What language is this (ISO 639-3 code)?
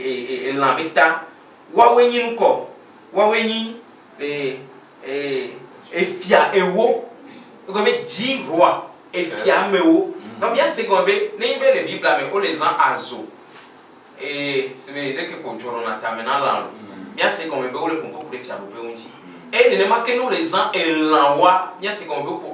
ewe